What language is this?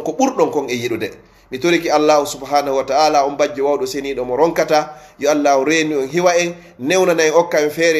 Fula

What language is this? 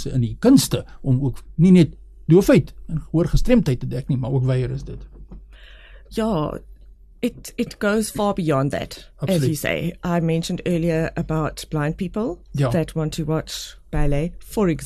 Afrikaans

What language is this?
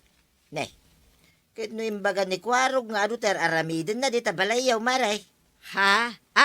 Iloko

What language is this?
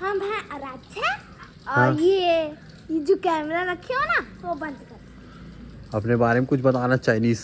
Chhattisgarhi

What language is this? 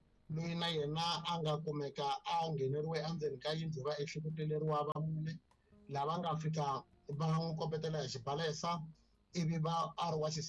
Tsonga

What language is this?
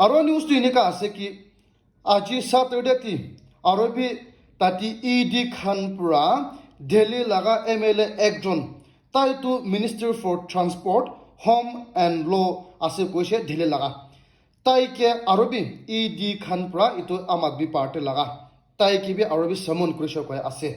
Naga Pidgin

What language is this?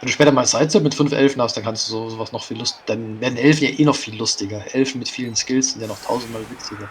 Swiss German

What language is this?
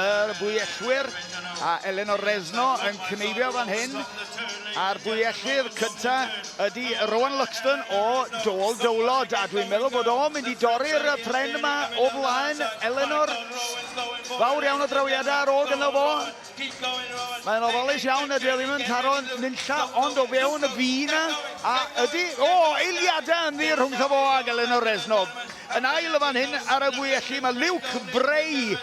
Welsh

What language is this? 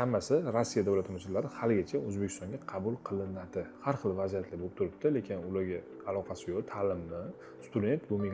Uzbek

